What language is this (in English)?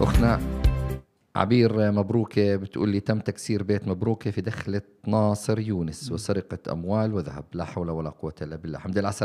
North Levantine Arabic